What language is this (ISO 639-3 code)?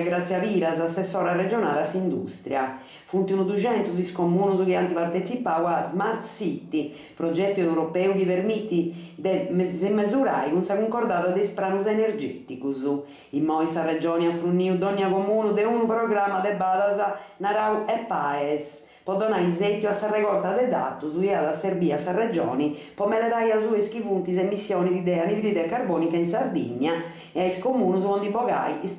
srd